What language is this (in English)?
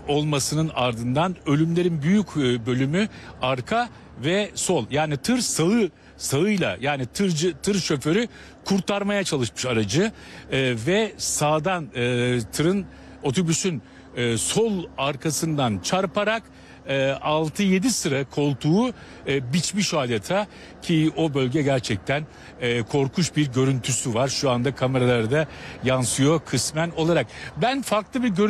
Turkish